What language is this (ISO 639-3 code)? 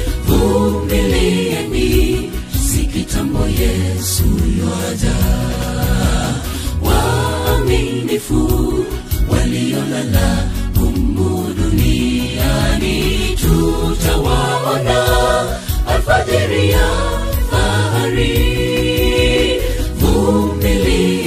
swa